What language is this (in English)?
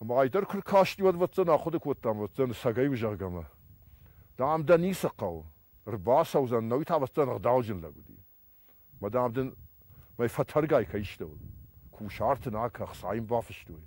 Ossetic